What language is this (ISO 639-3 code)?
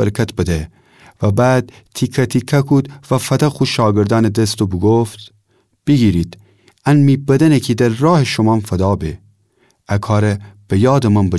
glk